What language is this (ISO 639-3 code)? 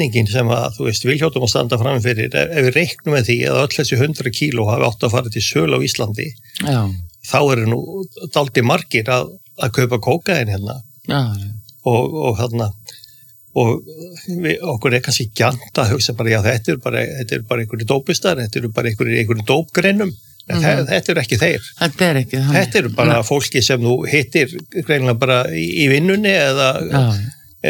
isl